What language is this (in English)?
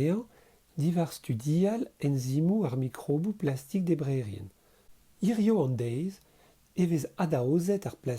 Breton